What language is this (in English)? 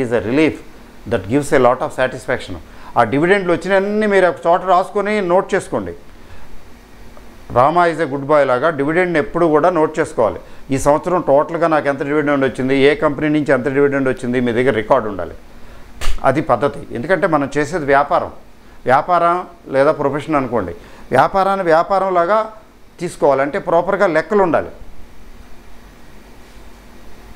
Telugu